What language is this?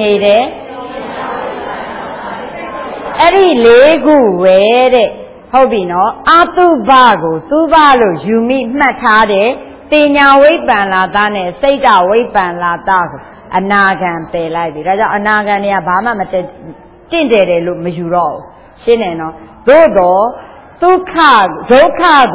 Burmese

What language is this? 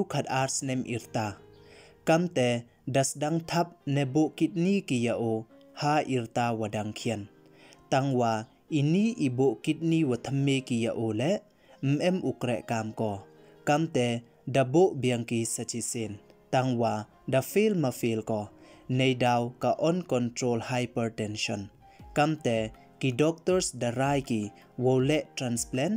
Pnar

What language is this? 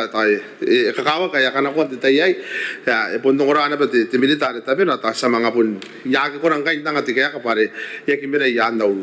Gilbertese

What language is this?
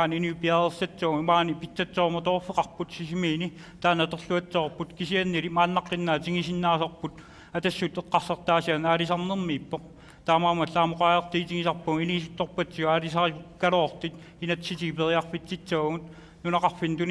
Kalaallisut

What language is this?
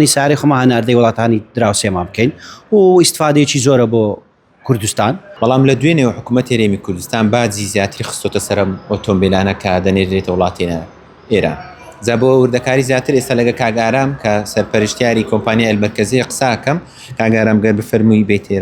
Central Kurdish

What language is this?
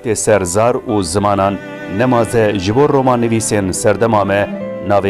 Kurdish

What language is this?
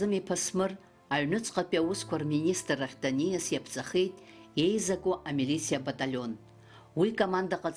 Abkhazian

